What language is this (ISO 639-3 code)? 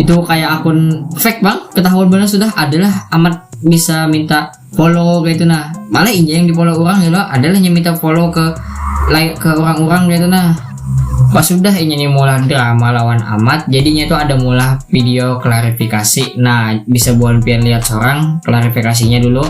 bjn